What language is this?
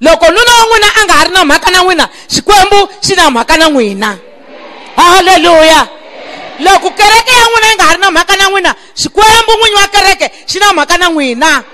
Tsonga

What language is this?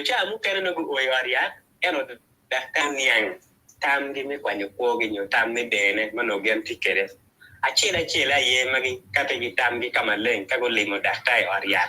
Acoli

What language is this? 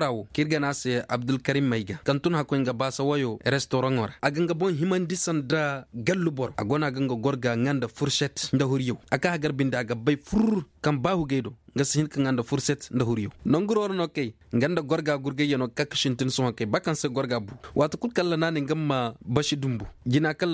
Koyraboro Senni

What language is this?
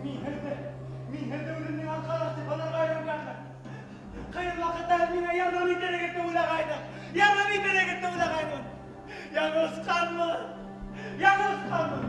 Bashkir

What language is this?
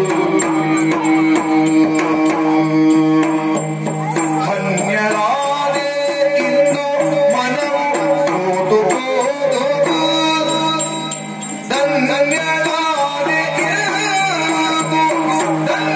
Kannada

